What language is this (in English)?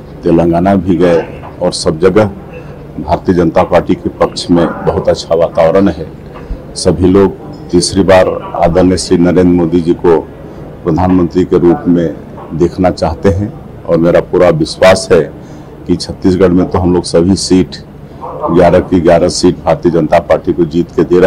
Hindi